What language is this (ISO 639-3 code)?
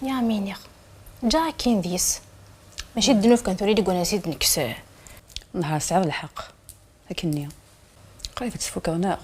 kab